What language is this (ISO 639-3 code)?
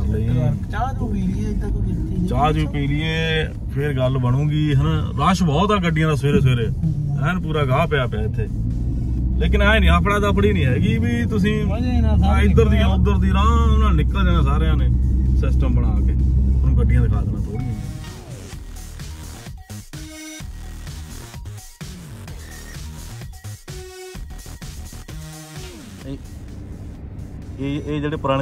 pan